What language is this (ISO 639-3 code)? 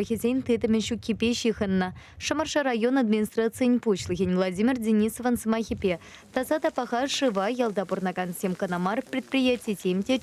chv